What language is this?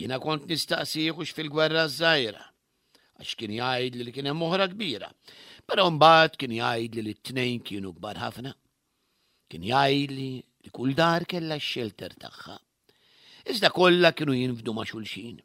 Maltese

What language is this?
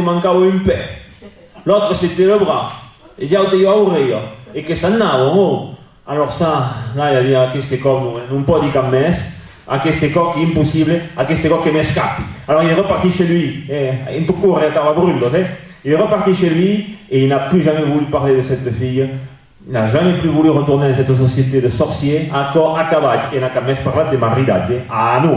Occitan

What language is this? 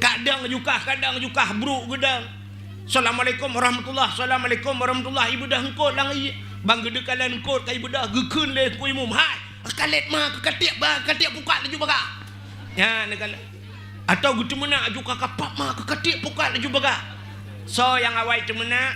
Achinese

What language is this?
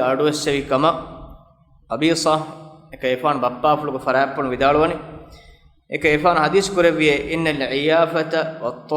Divehi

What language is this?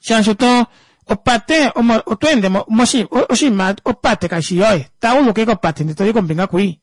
Kuanyama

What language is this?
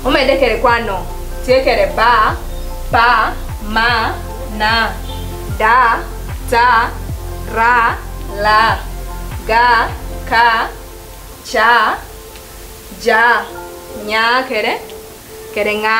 Lango (Uganda)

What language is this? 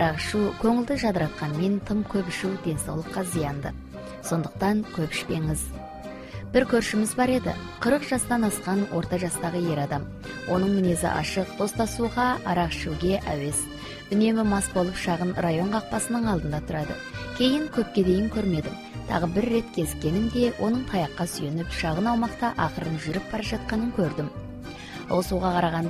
Kazakh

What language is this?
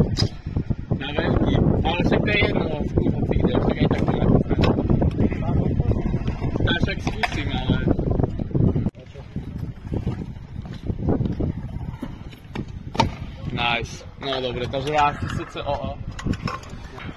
Slovak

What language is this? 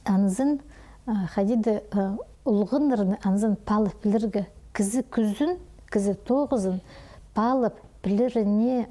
Khakas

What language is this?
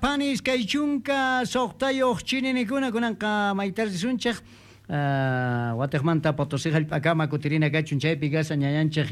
South Bolivian Quechua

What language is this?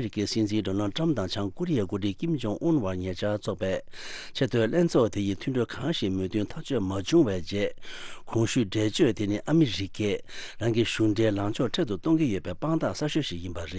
Tibetan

